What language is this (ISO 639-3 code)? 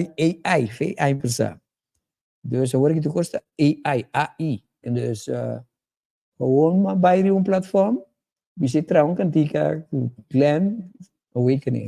pap